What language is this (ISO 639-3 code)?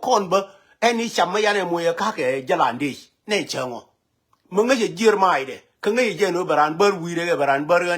nus